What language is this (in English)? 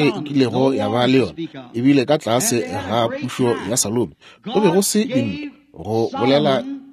Northern Sotho